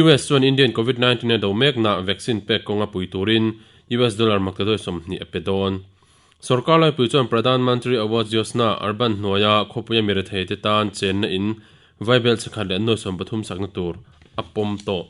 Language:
Mizo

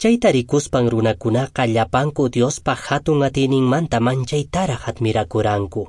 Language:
Quechua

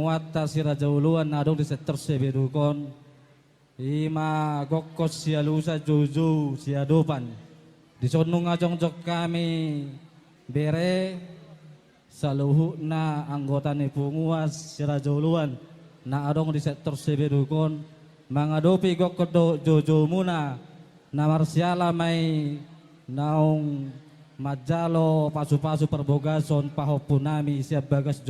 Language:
Batak Toba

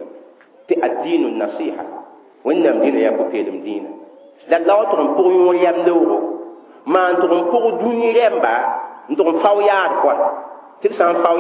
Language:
Mossi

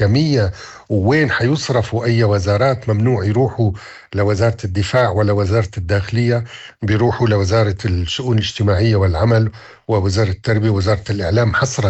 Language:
North Levantine Arabic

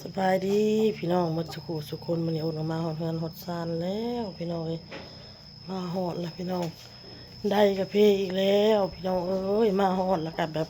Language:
Lao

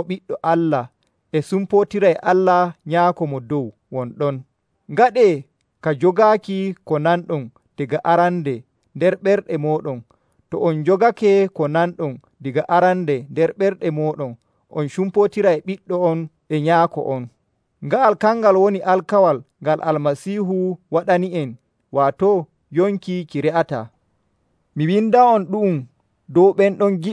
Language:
Nigerian Fulfulde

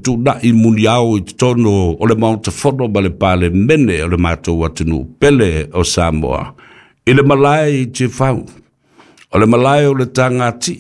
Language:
Samoan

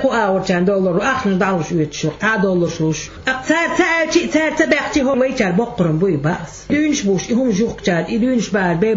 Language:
Chechen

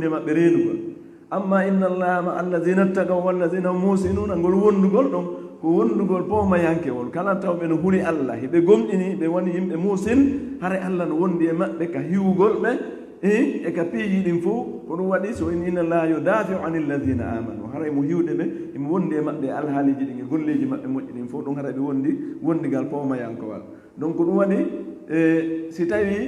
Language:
Fula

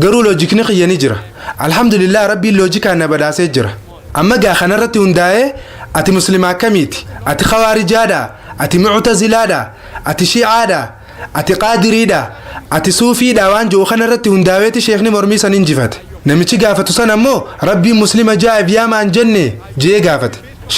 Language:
Oromo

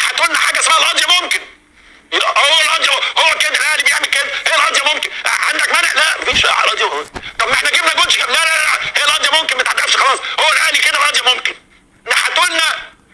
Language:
Egyptian Arabic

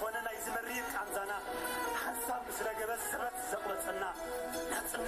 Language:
Tigrinya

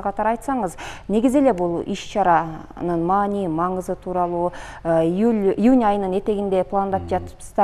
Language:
Kyrgyz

